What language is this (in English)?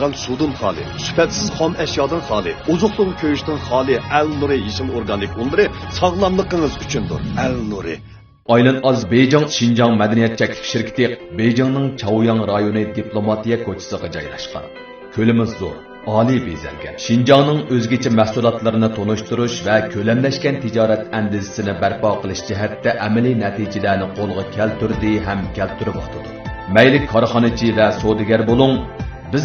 Uyghur